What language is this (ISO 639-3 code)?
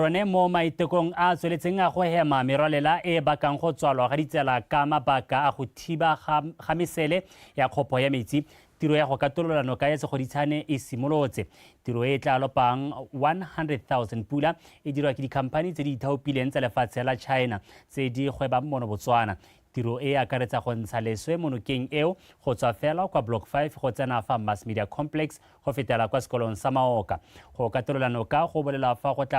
tsn